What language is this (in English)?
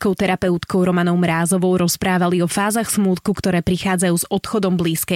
Slovak